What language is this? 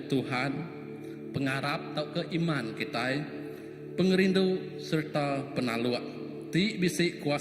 Iban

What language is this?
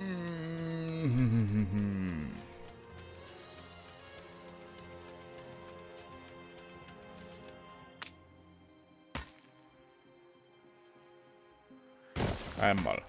Bavarian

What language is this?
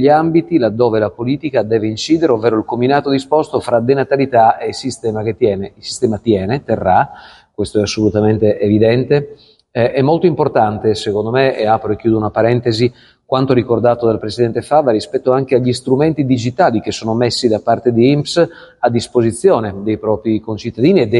Italian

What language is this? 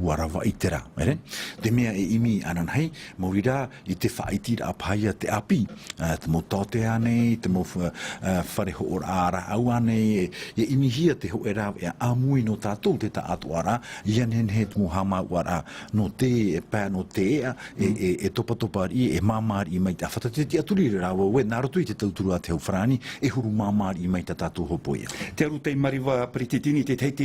Tahitian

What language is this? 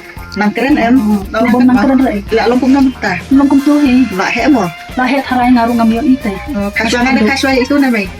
Khasi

